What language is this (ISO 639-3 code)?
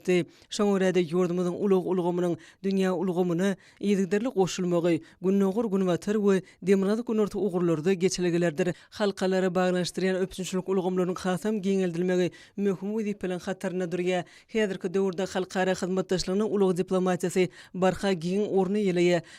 tuk